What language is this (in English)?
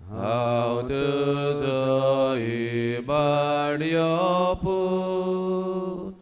Konkani